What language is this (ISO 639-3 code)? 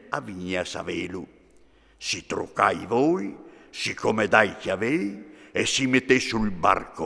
fur